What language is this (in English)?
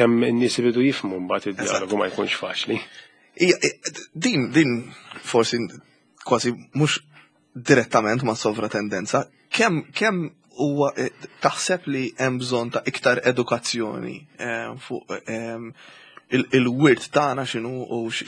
Maltese